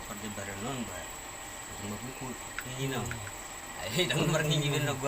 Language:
Batak Toba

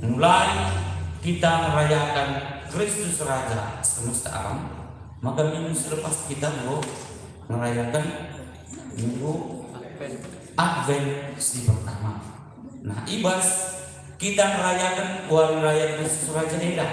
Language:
Batak Karo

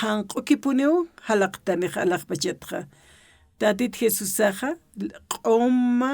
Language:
Aymara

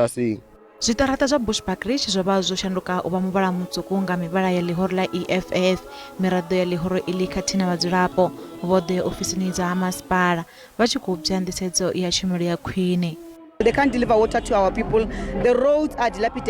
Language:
Venda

